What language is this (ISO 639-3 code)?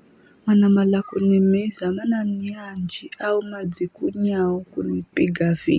nyf